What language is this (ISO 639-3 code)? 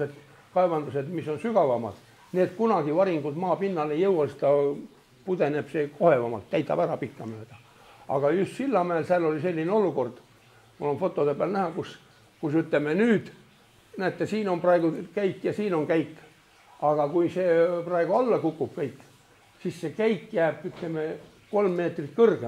est